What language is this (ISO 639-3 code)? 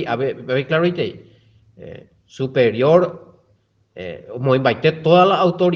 grn